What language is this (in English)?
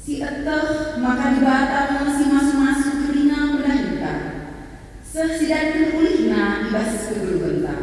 Batak Karo